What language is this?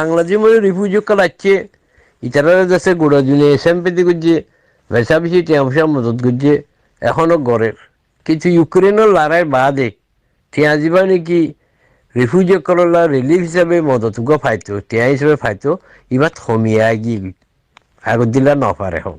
Rohingya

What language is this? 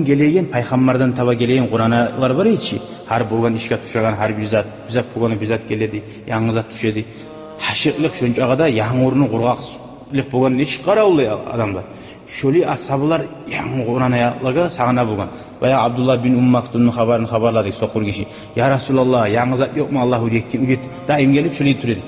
Kumyk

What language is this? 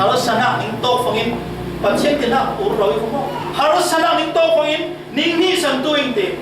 Falam Chin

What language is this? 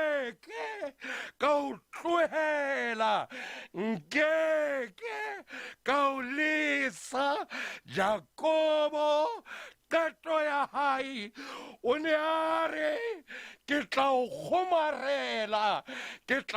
Southern Sotho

